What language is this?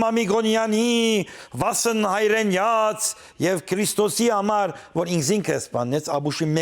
Western Armenian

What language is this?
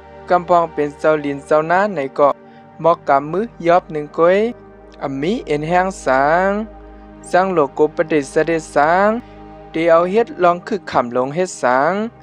Shan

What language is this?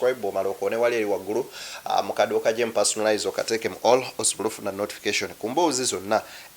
Ganda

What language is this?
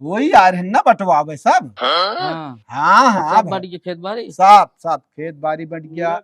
Awadhi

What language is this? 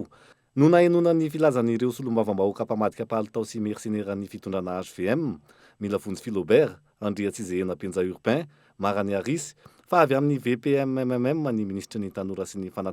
Malagasy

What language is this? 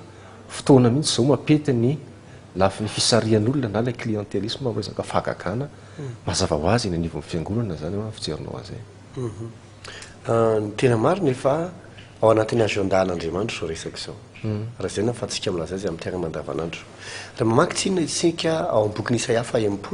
Malagasy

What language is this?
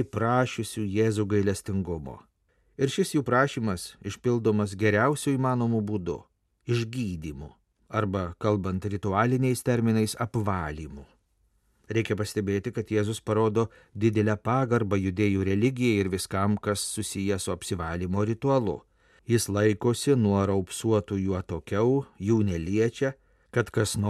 Lithuanian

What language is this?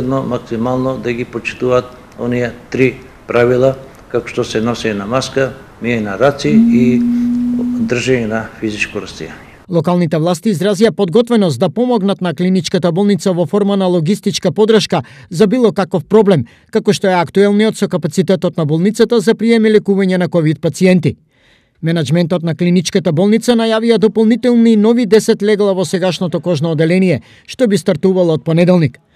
Macedonian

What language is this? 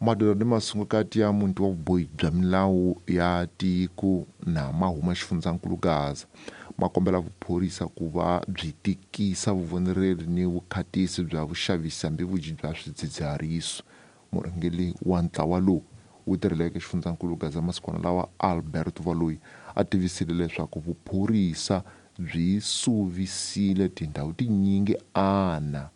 Tsonga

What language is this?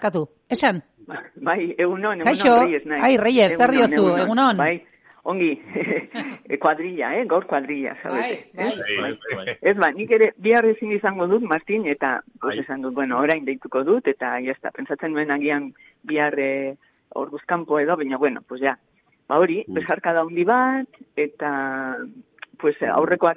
Basque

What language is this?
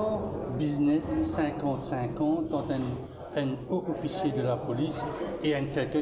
Morisyen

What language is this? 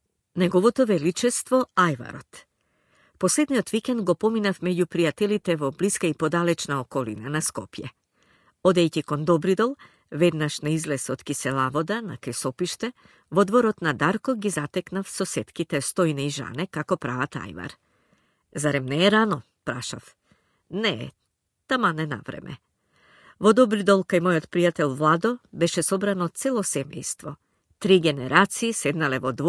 Macedonian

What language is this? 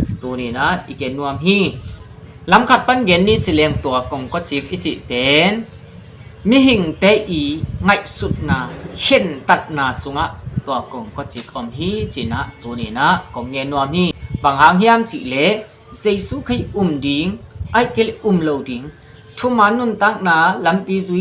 Tedim Chin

